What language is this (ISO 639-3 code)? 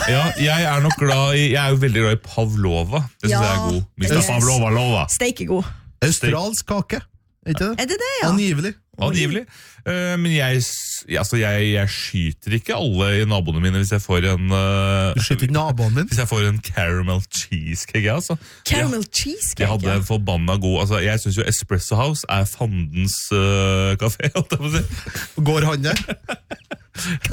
nor